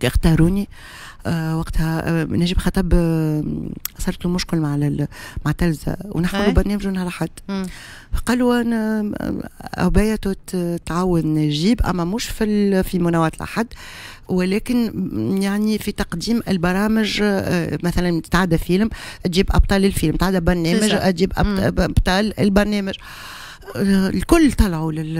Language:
Tunisian Arabic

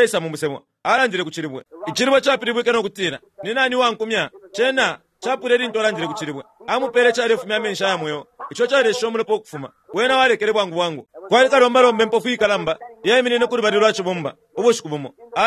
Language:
Bemba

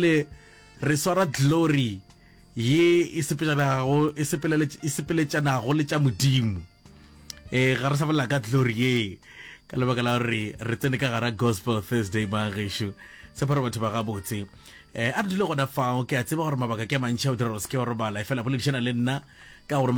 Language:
Northern Sotho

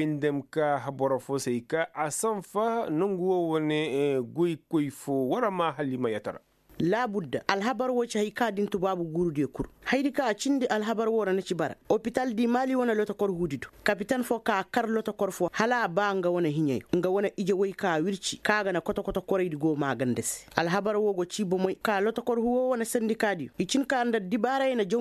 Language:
Koyraboro Senni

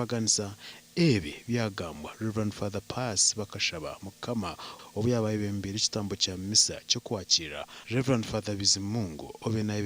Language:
Nyankole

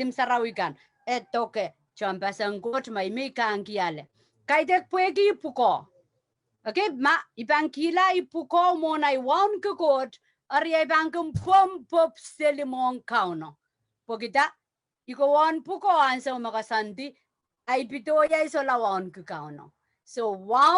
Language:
Pohnpeian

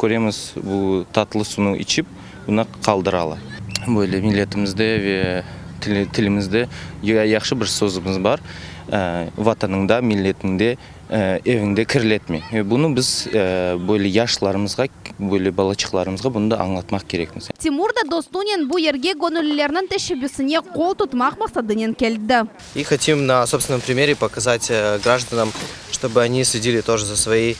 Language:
Crimean Tatar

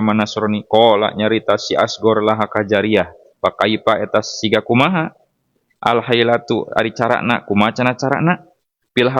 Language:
Sundanese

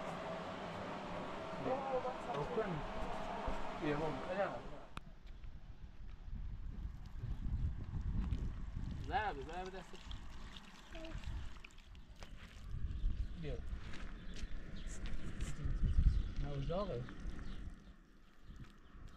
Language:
Persian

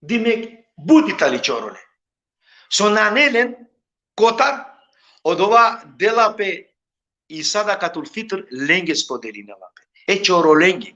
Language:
Balkan Romani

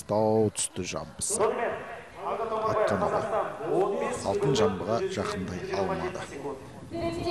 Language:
Kazakh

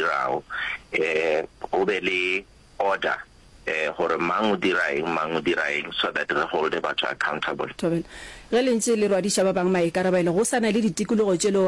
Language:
Northern Sotho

